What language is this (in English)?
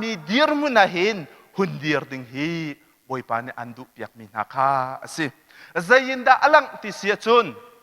Hakha Chin